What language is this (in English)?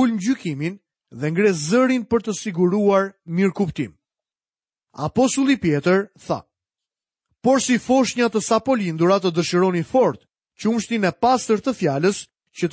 Albanian